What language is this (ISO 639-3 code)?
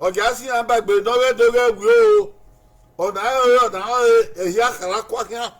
bin